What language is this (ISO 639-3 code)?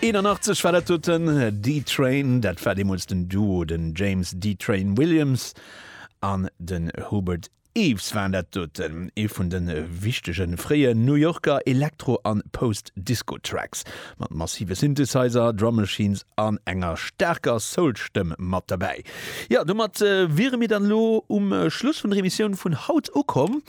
ltz